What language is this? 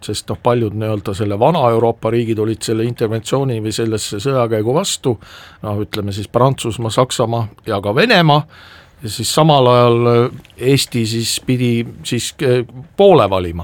Estonian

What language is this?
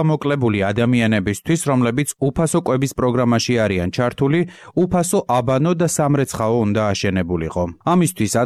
Georgian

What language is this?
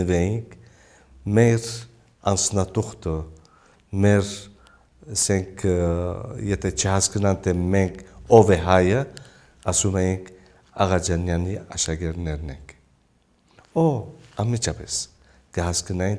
Armenian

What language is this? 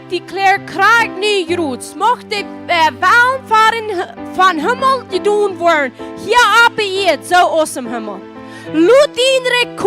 Plautdietsch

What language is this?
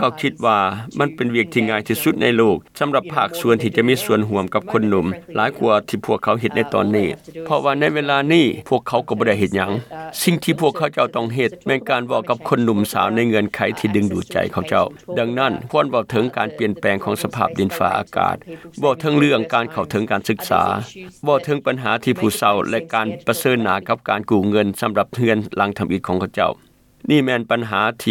Lao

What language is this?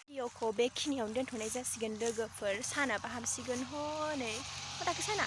Bodo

